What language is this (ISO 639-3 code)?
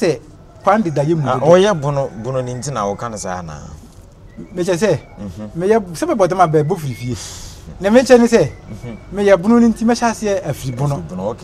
aka